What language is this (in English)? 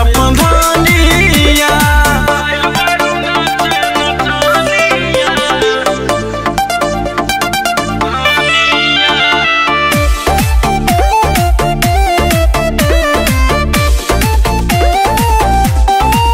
Bhojpuri